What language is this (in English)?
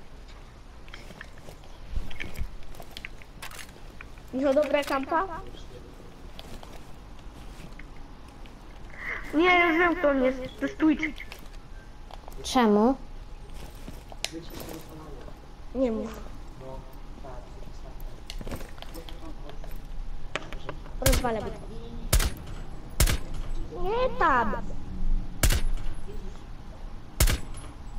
Polish